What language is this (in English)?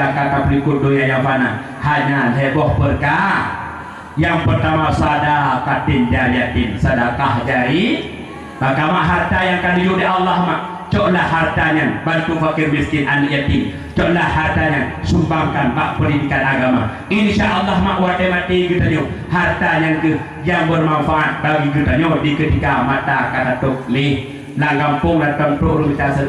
Achinese